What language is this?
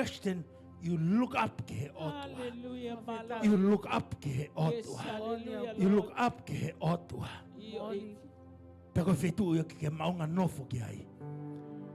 Tongan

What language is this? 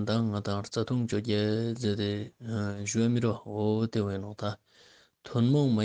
Ladakhi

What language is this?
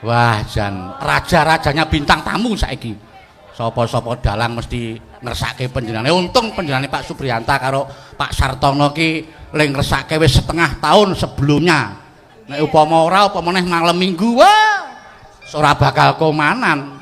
Javanese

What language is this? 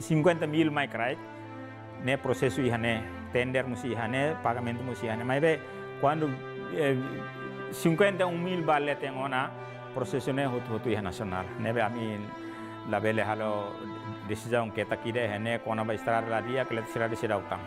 Tetum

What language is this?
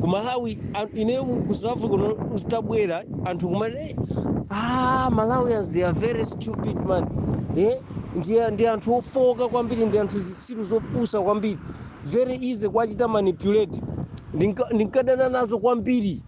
Nyanja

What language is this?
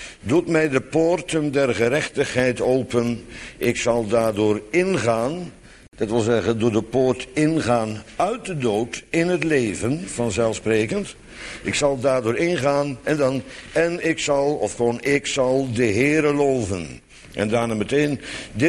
Dutch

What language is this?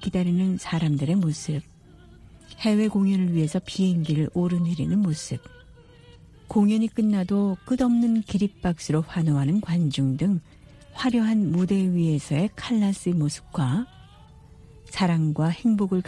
Korean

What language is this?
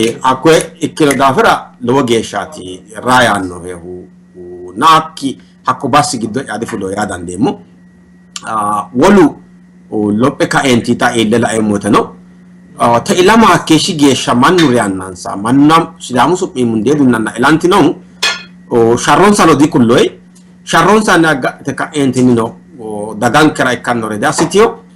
Sidamo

